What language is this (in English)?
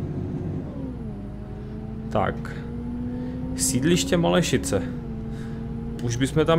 Czech